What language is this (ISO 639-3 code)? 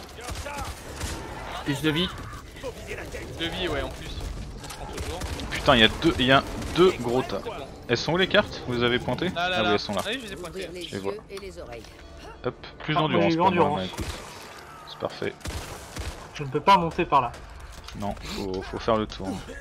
fra